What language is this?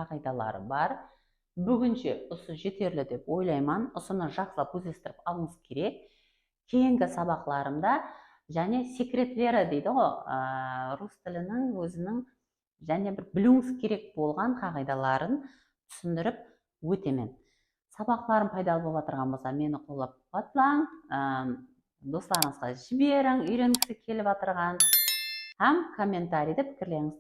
Kara-Kalpak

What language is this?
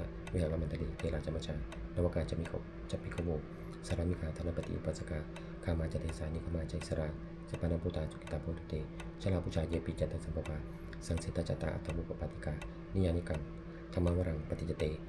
Pali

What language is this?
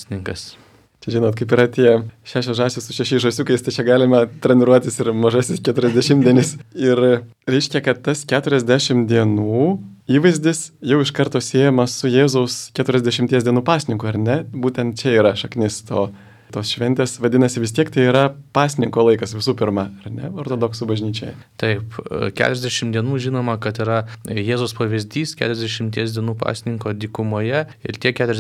Lithuanian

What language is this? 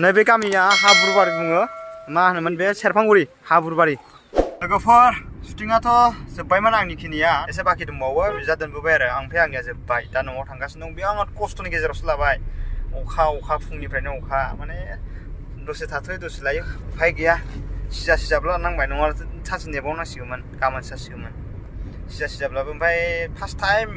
Bodo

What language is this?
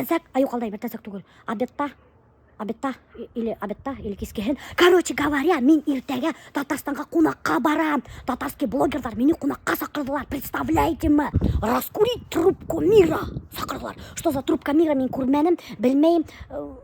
Bashkir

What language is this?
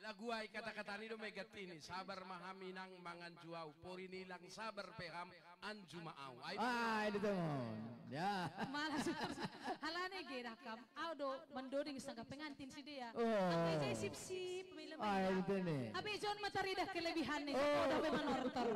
Batak Simalungun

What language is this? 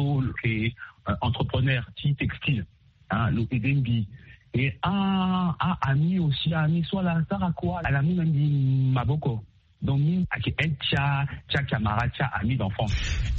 Sango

